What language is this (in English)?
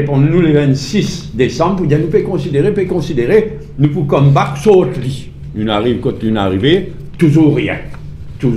Morisyen